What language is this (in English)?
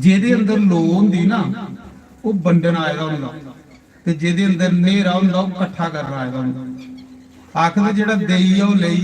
Dogri